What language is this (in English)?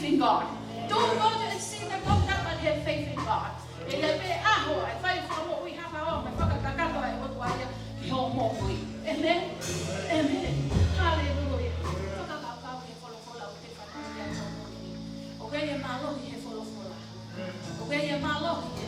Tongan